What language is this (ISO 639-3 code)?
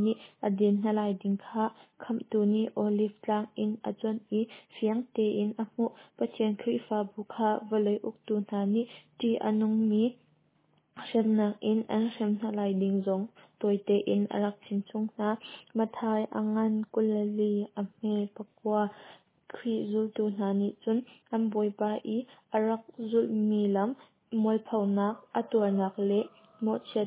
cnh